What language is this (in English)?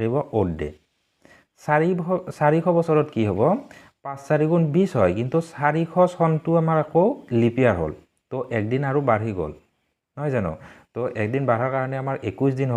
Assamese